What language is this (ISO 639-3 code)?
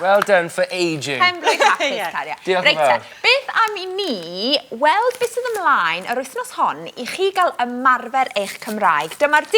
cym